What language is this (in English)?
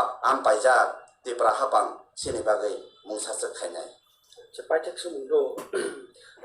Kok Borok